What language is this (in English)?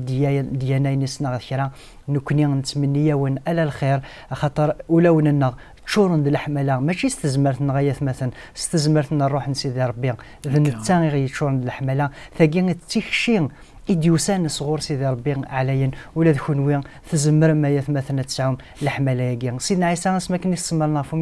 Kabyle